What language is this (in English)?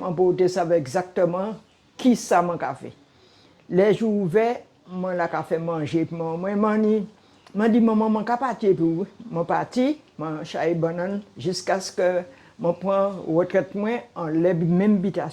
Guadeloupean Creole French